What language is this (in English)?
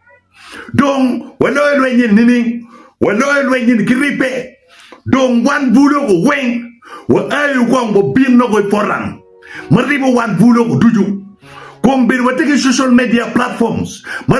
Acoli